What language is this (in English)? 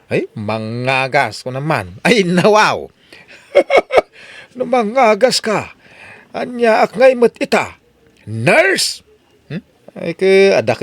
Iloko